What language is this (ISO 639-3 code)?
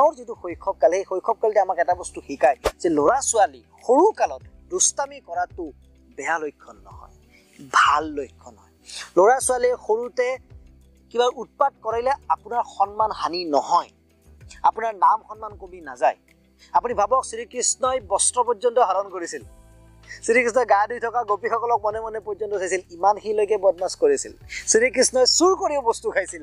asm